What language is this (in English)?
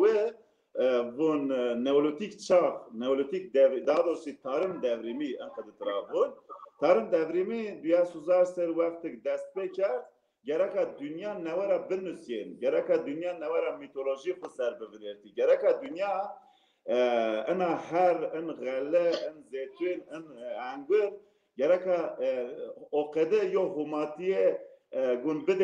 Zaza